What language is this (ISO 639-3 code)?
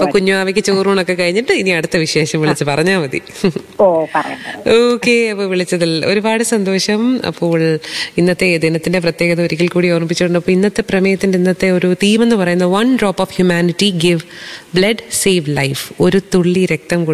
mal